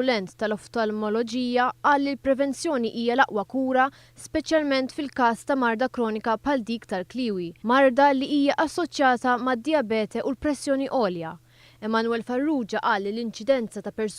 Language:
Maltese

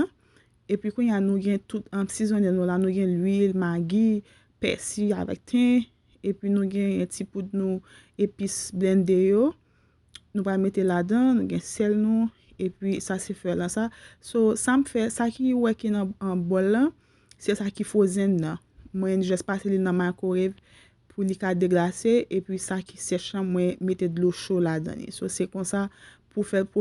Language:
Haitian Creole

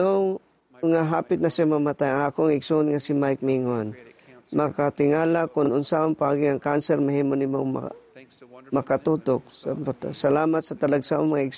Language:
Cebuano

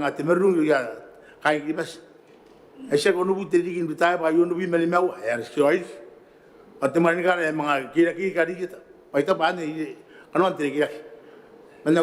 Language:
Gilbertese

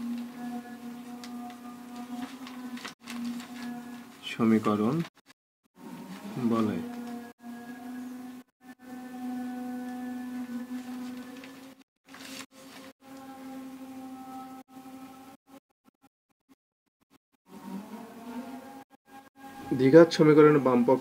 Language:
Bangla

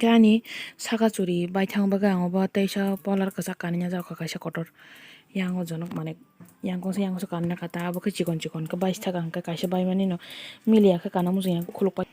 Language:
Kok Borok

